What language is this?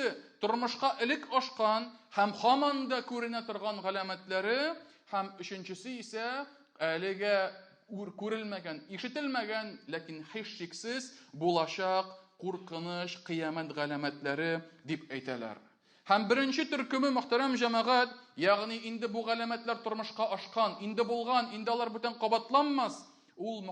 Tatar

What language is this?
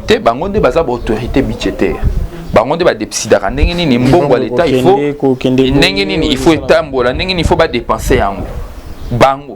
Lingala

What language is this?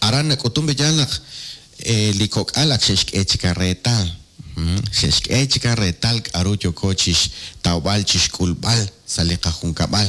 Kekchí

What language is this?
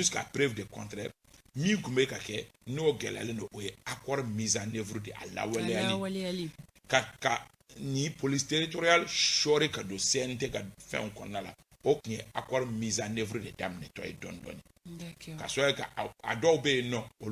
Bambara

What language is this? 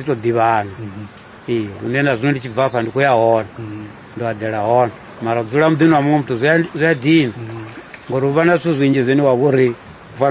Venda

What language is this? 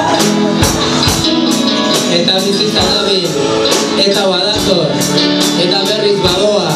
Basque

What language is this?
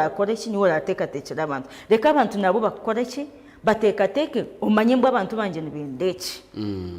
Nyankole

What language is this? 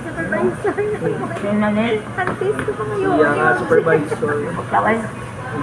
Hiligaynon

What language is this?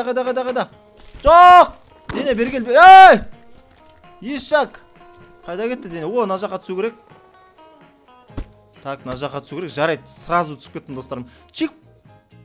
Kazakh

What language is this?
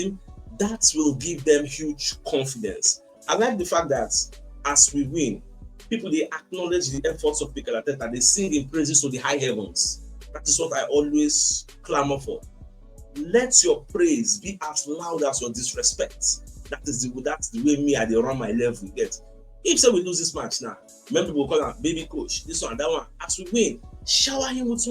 Nigerian Pidgin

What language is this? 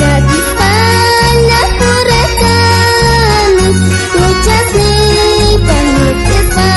South Bolivian Quechua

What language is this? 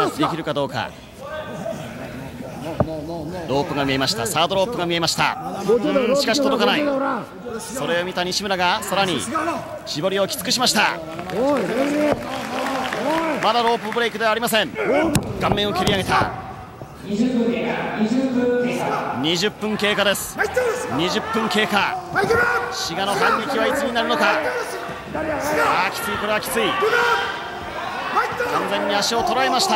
Japanese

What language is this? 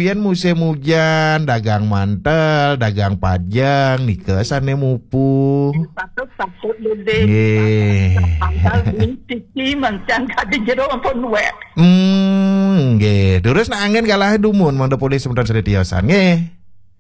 Balinese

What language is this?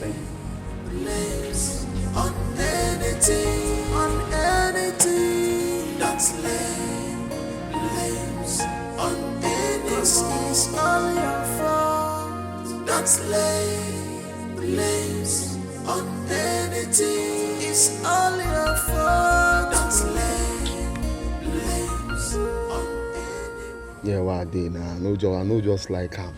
Nigerian Pidgin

